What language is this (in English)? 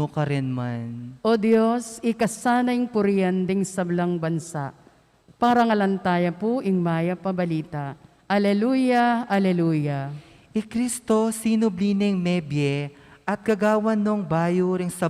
Pampanga